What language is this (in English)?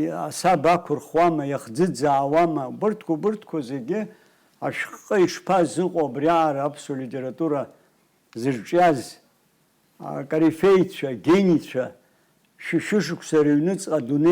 Abkhazian